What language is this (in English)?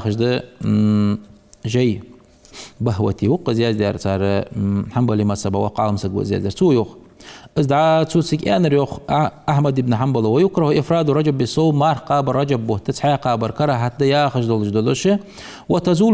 Ingush